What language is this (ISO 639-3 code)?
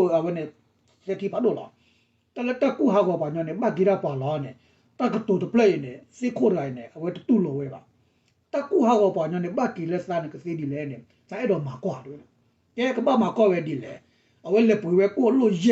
ksw